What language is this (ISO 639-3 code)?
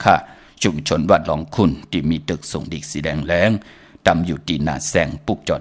shn